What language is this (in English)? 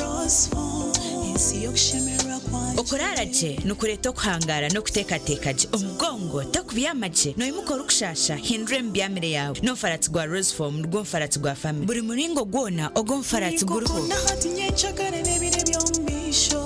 Nyankole